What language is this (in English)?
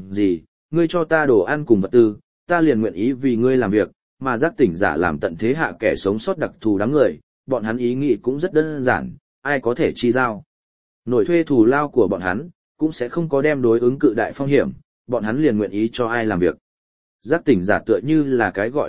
Vietnamese